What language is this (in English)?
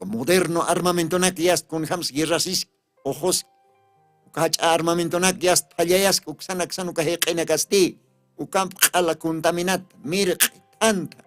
Aymara